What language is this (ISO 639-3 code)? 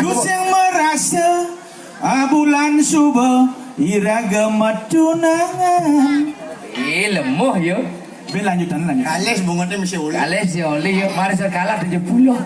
ban